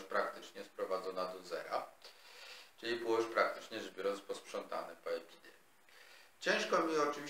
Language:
Polish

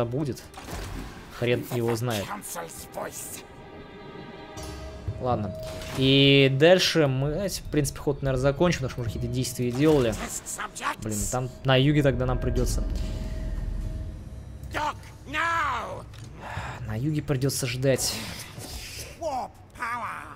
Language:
Russian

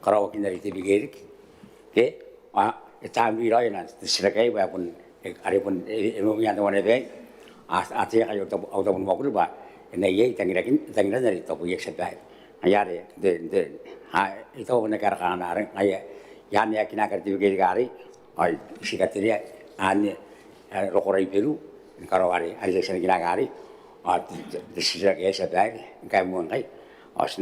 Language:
Gilbertese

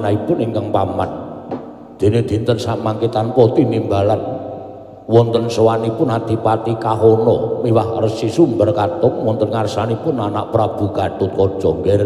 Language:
Javanese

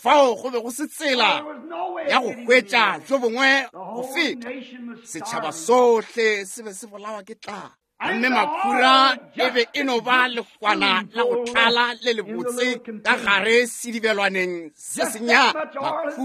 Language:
Northern Sotho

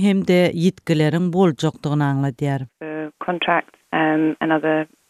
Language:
Turkmen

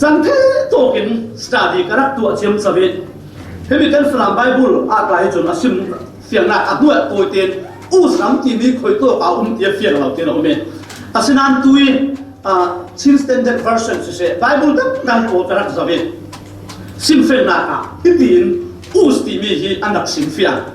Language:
Falam Chin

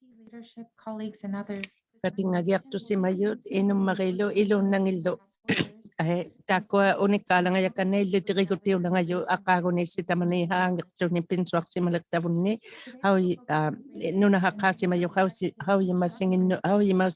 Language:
Inuktitut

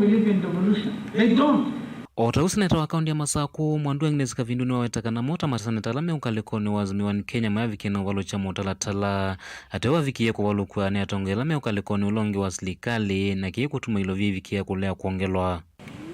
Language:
Kamba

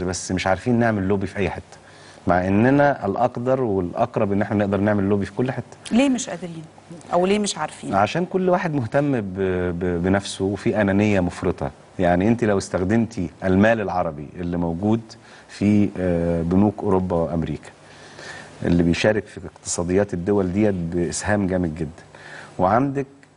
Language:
Egyptian Arabic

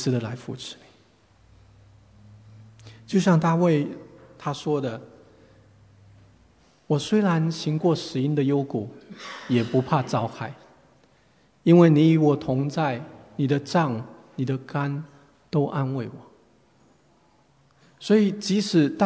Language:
Chinese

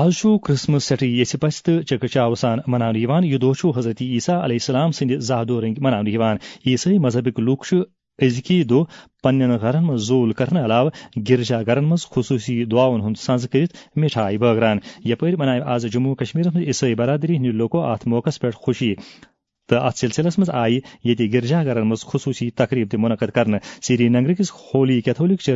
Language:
Kashmiri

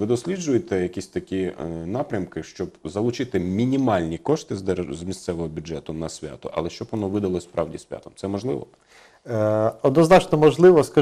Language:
Ukrainian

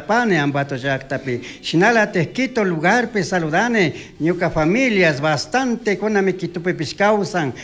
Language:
Chimborazo Highland Quichua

